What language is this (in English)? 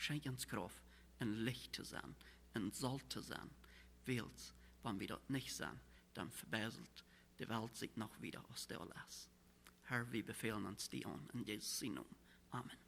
Plautdietsch